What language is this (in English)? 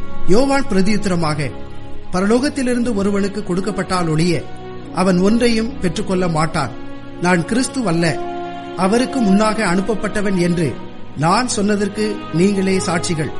Tamil